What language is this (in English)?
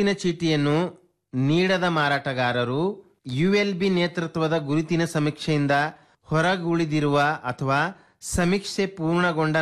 Kannada